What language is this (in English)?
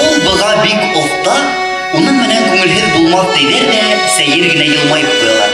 Bashkir